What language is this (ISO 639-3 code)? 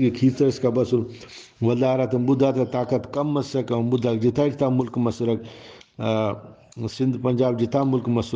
brh